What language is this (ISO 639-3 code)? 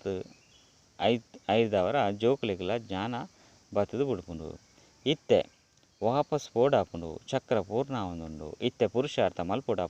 tcy